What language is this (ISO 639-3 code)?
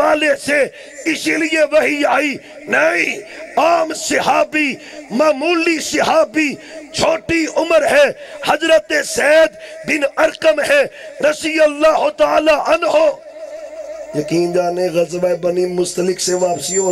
urd